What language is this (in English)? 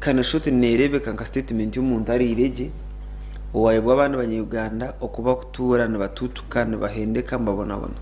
Nyankole